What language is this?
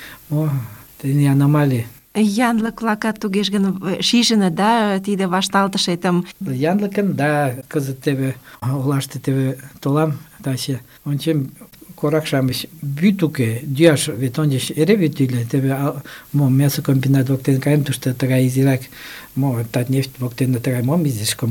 Mari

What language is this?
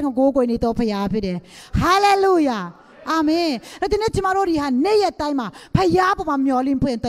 Burmese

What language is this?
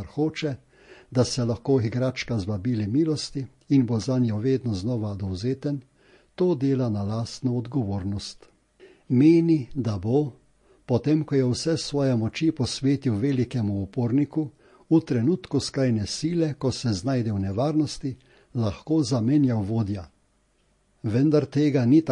Slovenian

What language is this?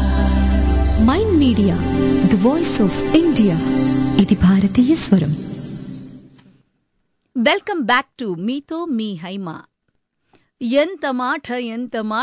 Telugu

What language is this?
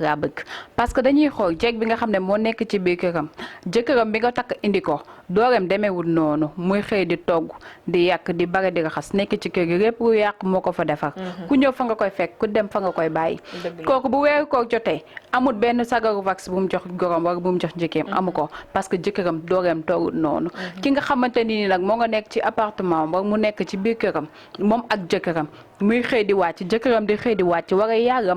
Wolof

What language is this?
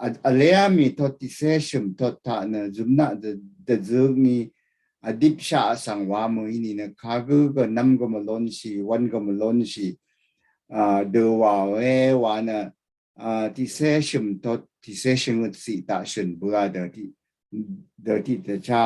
Rawang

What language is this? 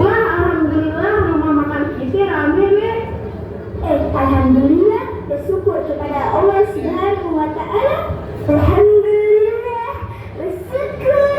Betawi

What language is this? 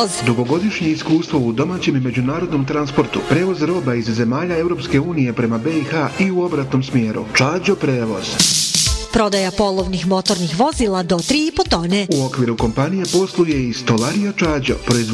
Bosnian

